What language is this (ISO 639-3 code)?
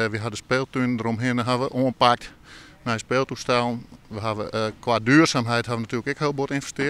fry